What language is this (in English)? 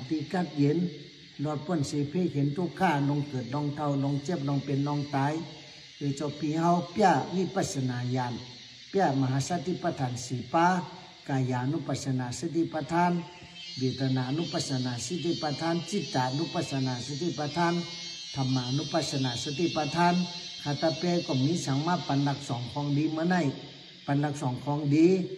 Shan